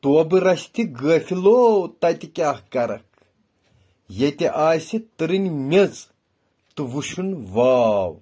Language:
Kashmiri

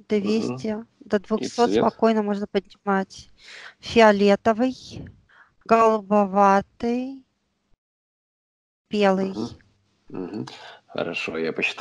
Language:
Russian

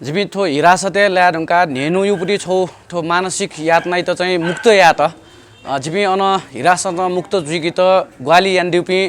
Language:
Newari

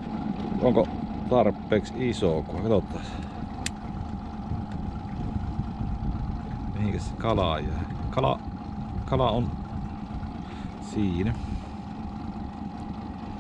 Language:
Finnish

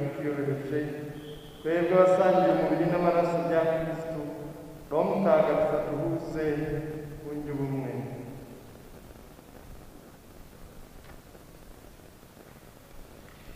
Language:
Kinyarwanda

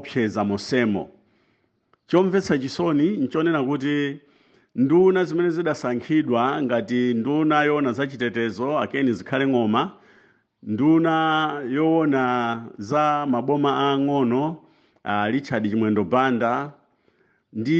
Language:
Nyanja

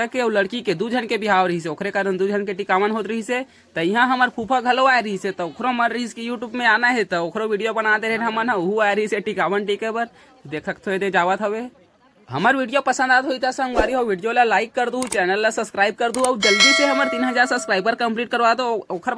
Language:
Chhattisgarhi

